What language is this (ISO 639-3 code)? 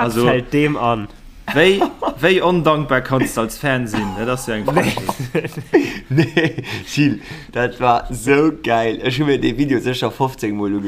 ltz